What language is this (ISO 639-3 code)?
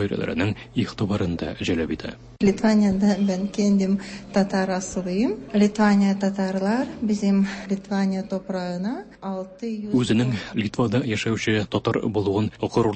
tat